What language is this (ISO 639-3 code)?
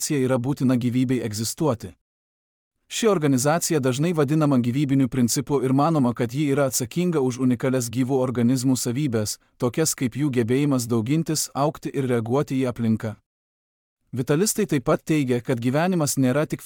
lit